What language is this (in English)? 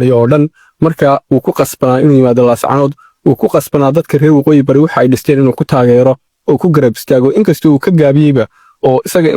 Somali